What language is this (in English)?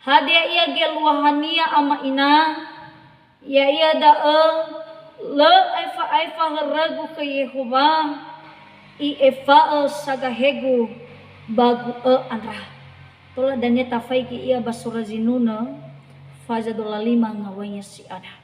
Nias